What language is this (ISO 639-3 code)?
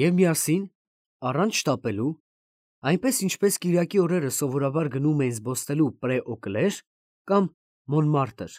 hye